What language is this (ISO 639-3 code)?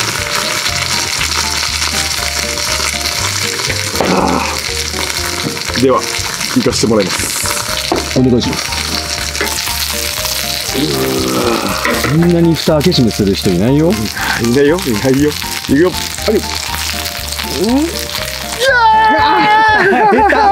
jpn